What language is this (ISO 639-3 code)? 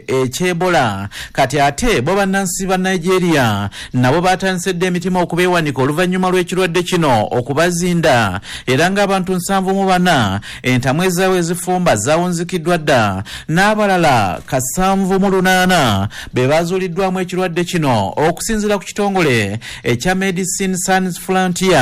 lug